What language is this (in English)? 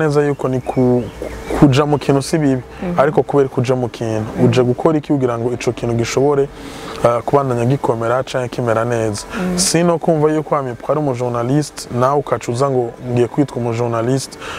Rundi